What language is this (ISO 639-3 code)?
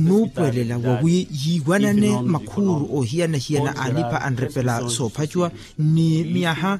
vmw